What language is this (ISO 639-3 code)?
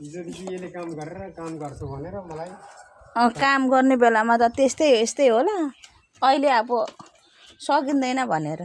nep